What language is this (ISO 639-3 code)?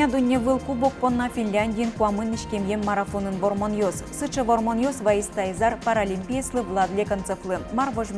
udm